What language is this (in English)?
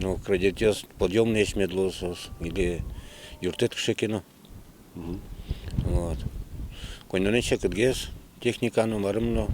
Udmurt